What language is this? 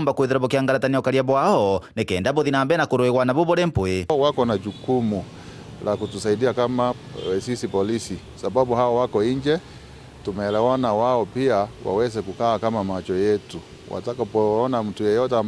Meru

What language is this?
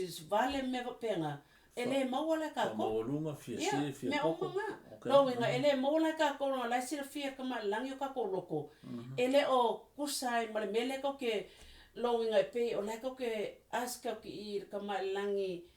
Samoan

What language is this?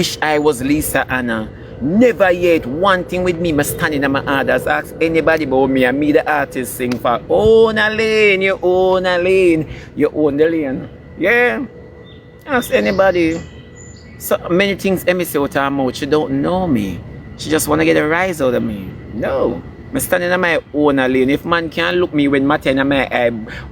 Jamaican Creole English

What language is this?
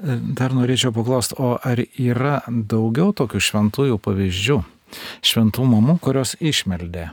Lithuanian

